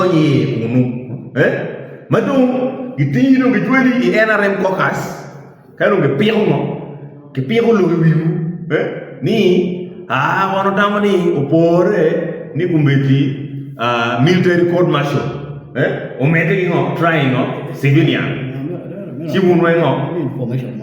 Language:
Acoli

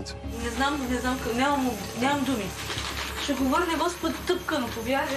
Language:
Bulgarian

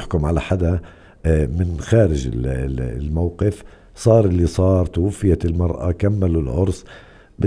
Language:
North Levantine Arabic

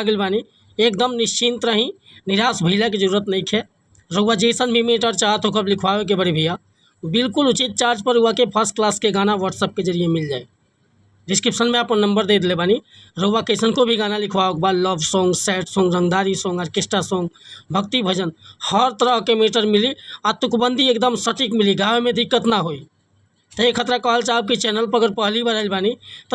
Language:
Bhojpuri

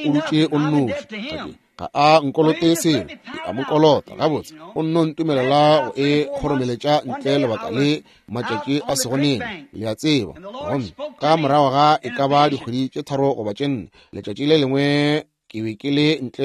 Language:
Northern Sotho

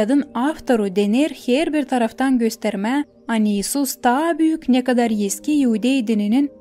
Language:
Gagauz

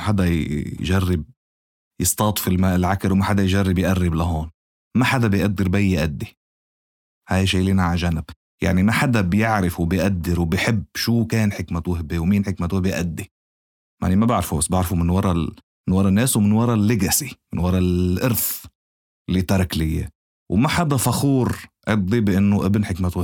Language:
North Levantine Arabic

